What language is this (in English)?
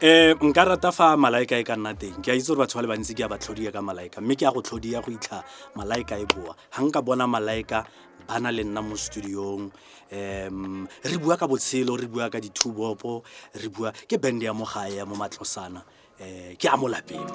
Tswana